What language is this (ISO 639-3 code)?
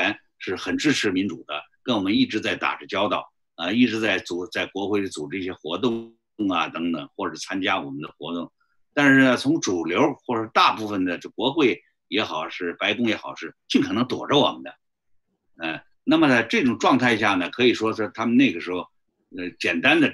zho